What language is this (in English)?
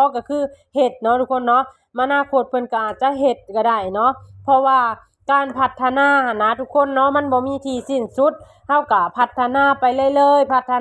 Lao